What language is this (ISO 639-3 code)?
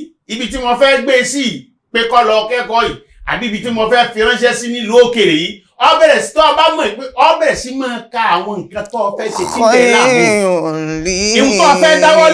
yor